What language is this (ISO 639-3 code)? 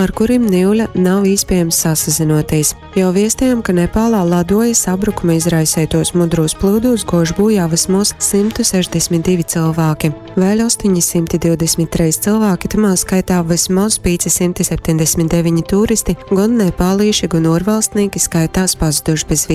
ltg